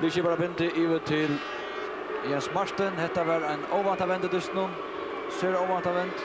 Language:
Faroese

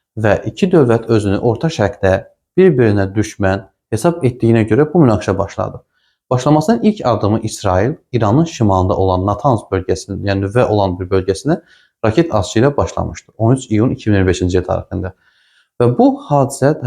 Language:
Azerbaijani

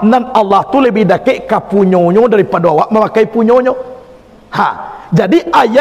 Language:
Minangkabau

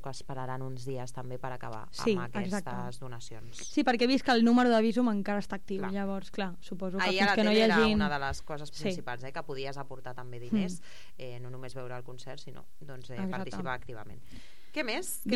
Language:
Catalan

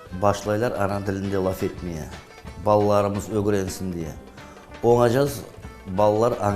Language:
Crimean Tatar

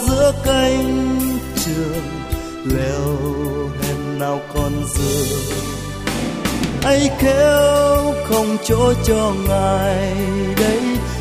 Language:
Vietnamese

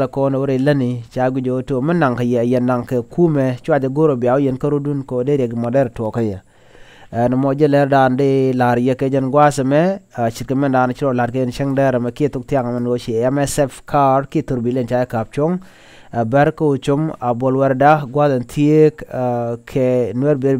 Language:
Nuer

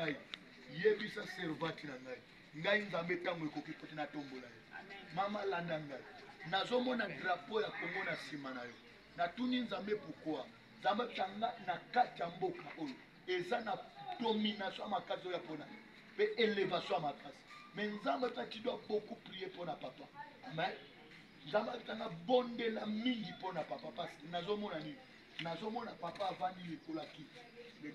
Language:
Lingala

